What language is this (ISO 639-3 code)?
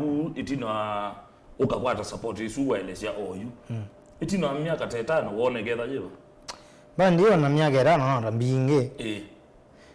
kam